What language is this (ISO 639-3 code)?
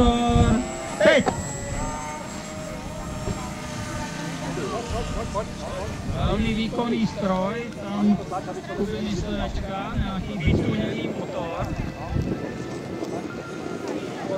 ces